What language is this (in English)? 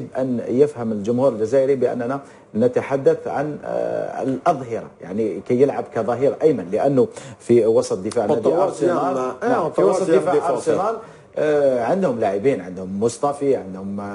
Algerian Arabic